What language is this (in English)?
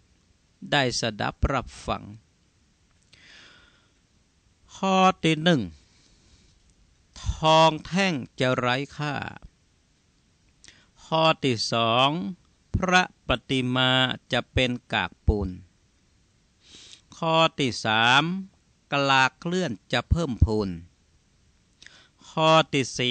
Thai